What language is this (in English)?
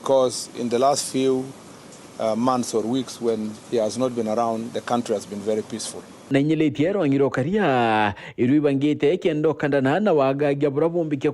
Meru